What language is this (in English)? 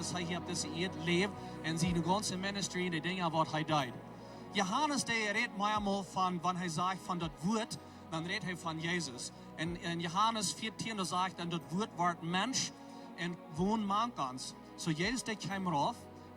Plautdietsch